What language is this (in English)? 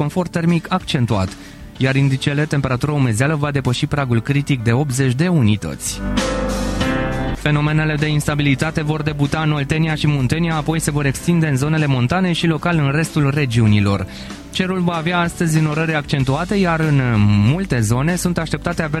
Romanian